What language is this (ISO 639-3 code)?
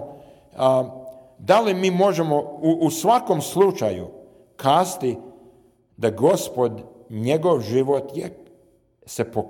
srp